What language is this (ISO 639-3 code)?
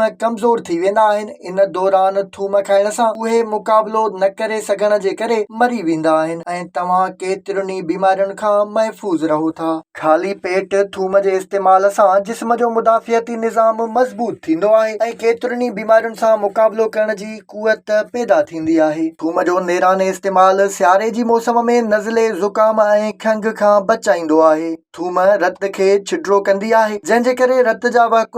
snd